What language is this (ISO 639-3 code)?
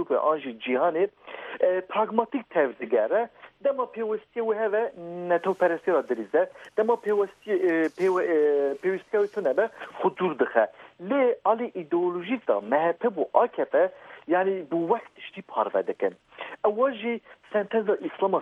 kur